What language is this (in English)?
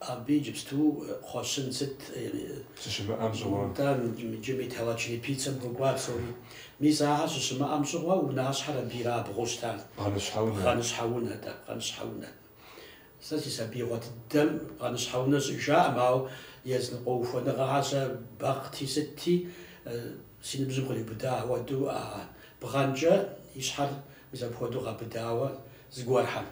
Kabardian